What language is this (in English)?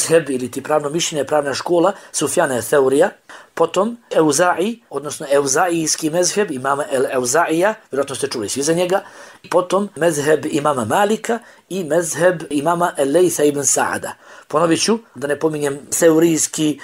Bosnian